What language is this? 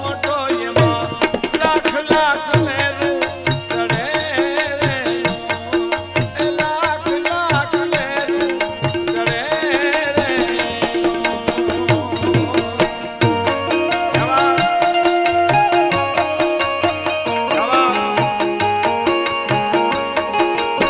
Gujarati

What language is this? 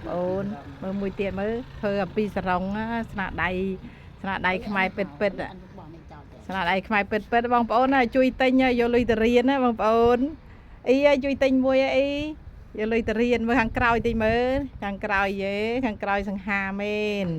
Khmer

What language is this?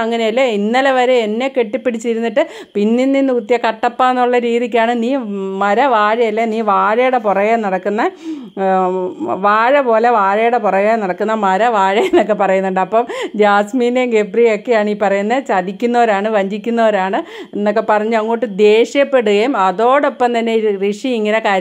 Malayalam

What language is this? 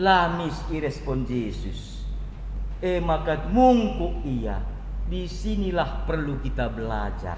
Batak Karo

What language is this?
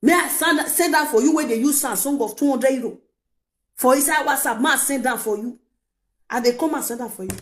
Nigerian Pidgin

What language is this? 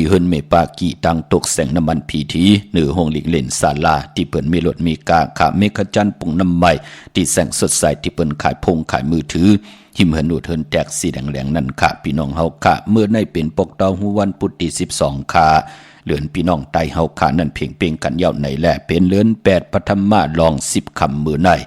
Shan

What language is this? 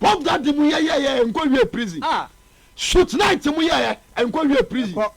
Akan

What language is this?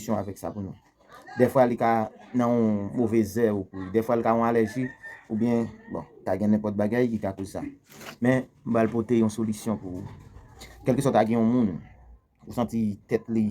Haitian Creole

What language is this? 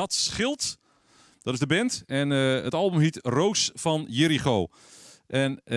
Western Frisian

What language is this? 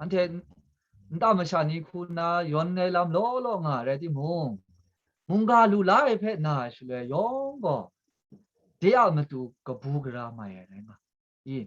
Kachin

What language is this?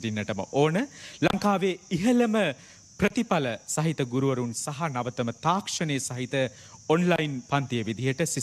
Sinhala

